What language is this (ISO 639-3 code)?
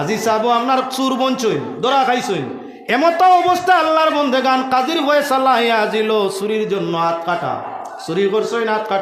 syl